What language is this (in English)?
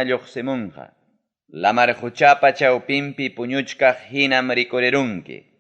Ayacucho Quechua